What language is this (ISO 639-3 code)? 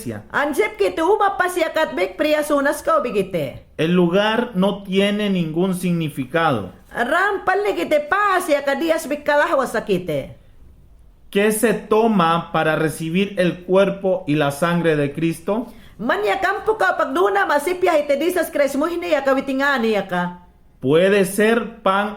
yan